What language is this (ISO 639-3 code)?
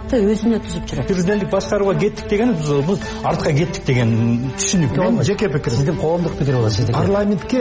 kir